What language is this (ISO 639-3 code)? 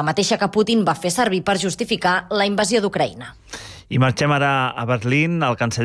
cat